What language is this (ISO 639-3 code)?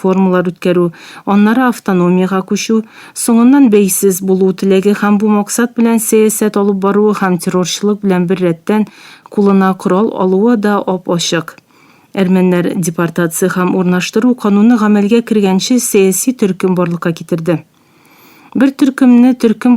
tat